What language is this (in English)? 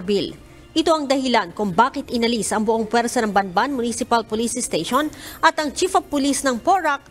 Filipino